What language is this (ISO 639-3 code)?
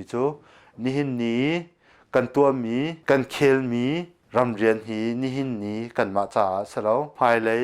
cnh